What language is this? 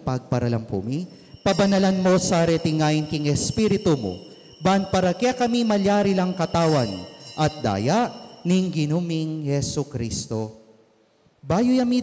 Pampanga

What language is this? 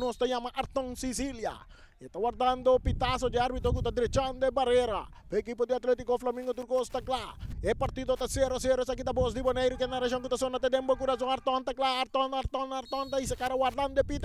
Papiamento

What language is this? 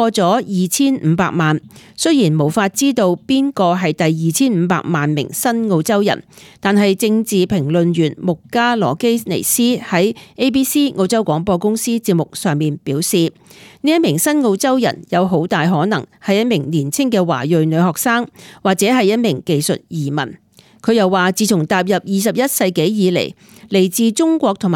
Cantonese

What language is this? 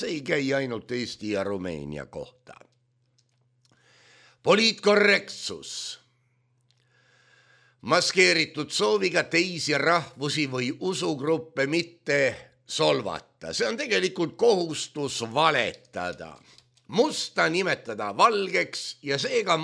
Estonian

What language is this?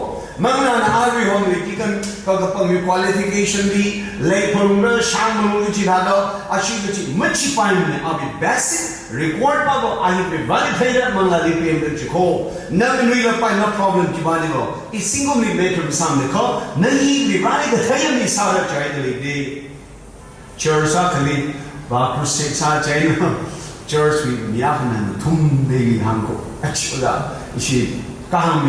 Tangkhul Naga (India)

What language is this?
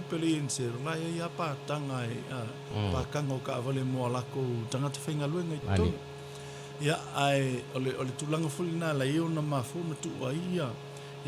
Samoan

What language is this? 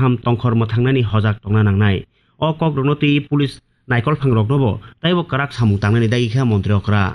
Kok Borok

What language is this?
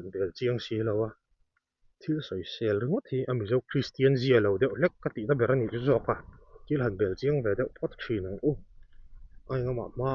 Mizo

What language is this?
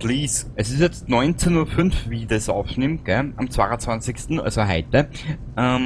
Bavarian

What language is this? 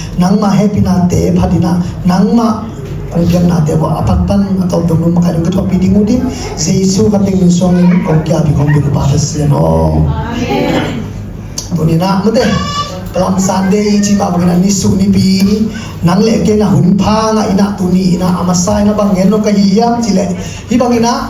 Tedim Chin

